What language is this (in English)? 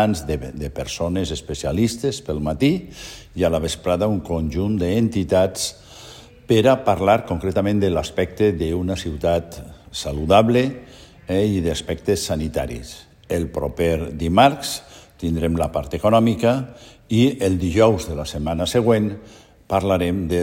Catalan